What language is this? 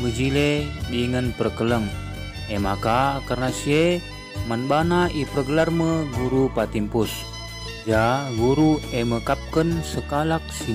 Batak Karo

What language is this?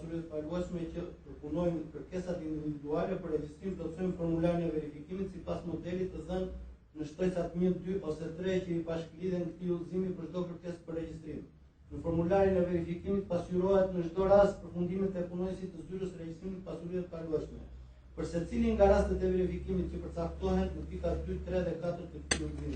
Albanian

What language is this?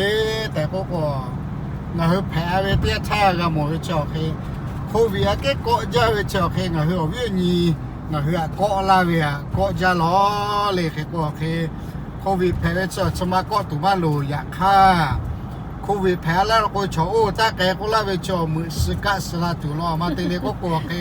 Lahu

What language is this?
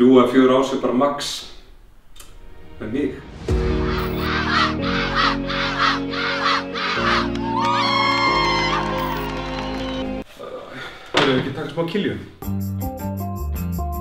Icelandic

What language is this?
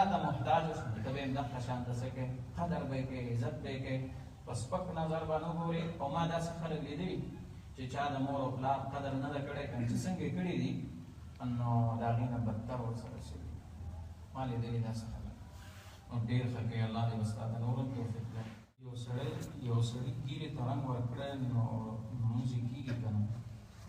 Pashto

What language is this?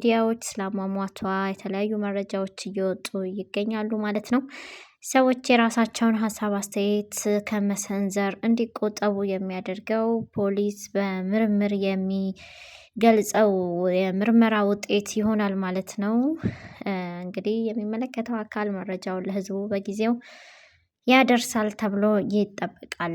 Amharic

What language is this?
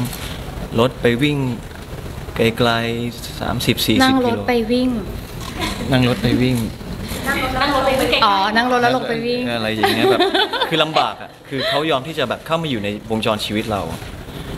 Thai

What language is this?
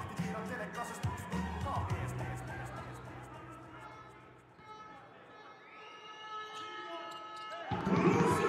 Estonian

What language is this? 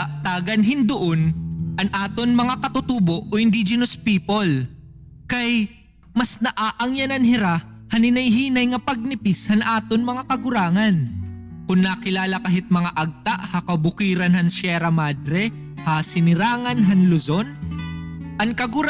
Waray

